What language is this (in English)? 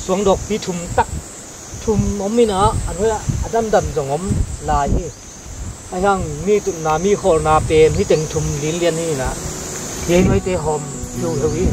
Tedim Chin